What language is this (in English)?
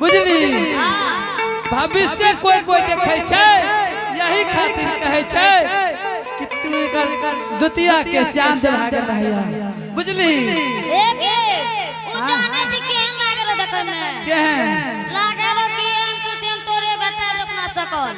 Angika